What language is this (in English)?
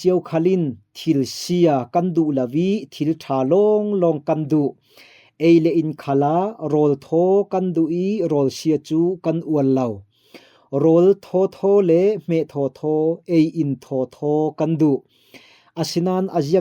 Falam Chin